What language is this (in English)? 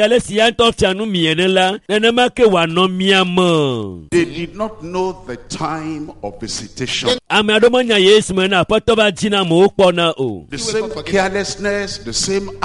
Ewe